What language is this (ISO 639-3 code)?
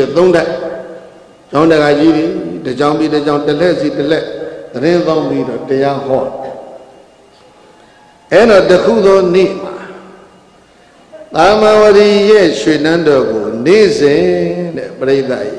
mya